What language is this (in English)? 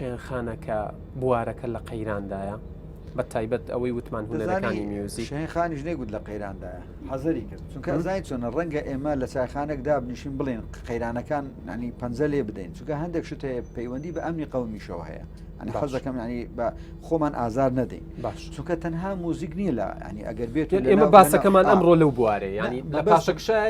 Central Kurdish